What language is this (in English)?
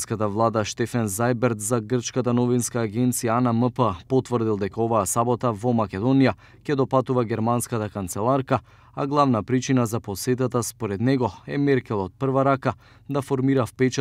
Macedonian